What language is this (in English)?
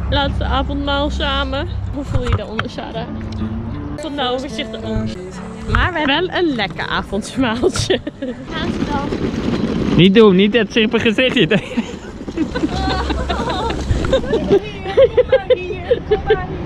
Dutch